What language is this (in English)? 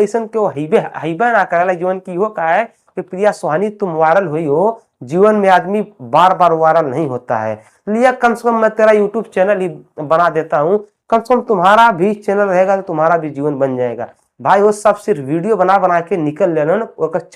Bhojpuri